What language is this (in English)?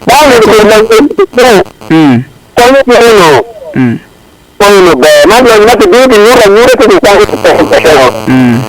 Acoli